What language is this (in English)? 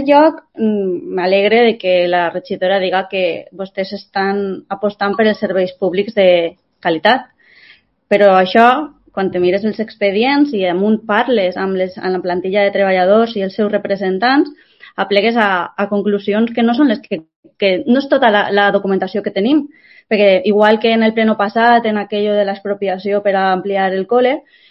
Catalan